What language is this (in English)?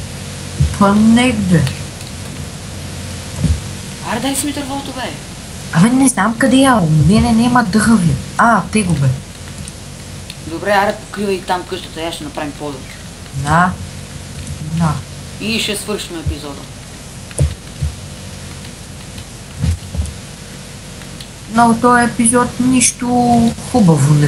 Bulgarian